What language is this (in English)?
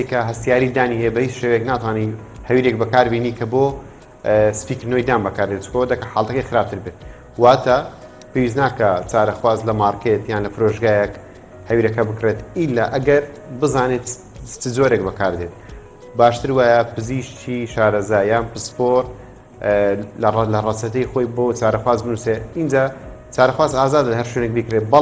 Central Kurdish